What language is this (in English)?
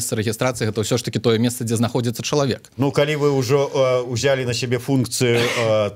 Belarusian